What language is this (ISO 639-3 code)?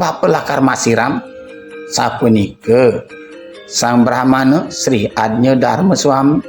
ban